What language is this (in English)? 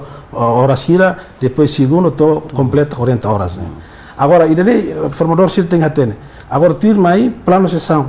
Tetum